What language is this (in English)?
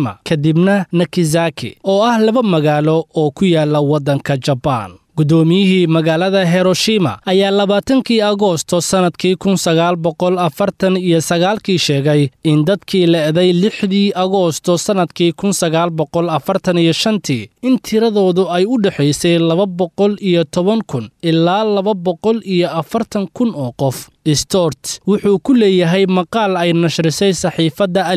Somali